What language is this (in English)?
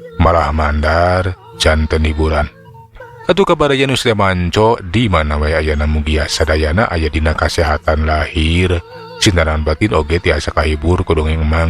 Sundanese